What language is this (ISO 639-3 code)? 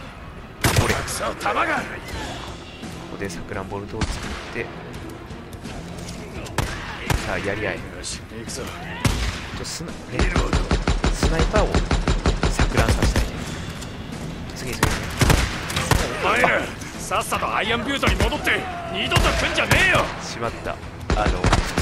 jpn